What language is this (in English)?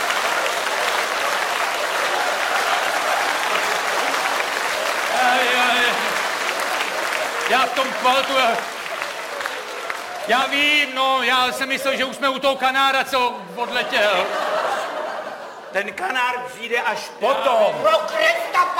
Czech